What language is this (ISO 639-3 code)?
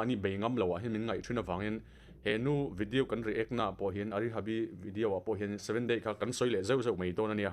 lus